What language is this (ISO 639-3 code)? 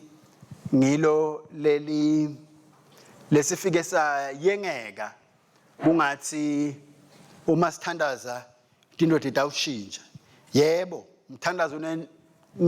ssw